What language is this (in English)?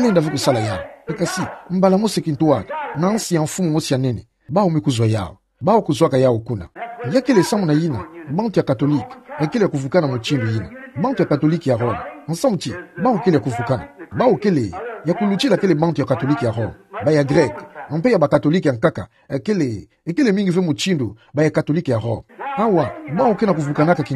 Kituba (Democratic Republic of Congo)